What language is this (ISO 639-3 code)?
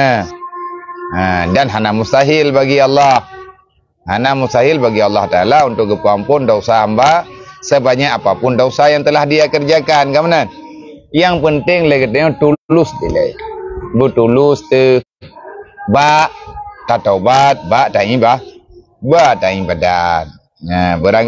ace